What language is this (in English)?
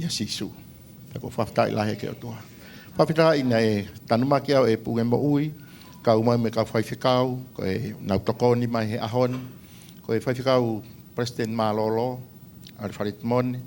Tongan